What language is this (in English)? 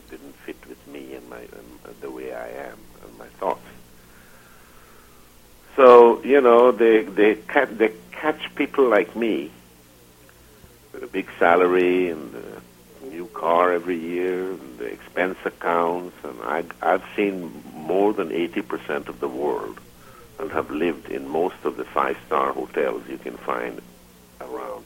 English